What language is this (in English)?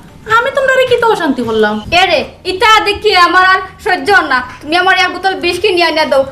Sylheti